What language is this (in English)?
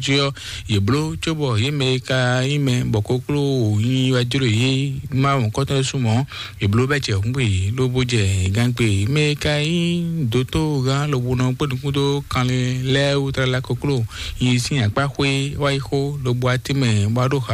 Fon